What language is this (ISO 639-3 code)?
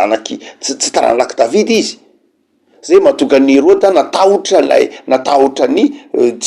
mlg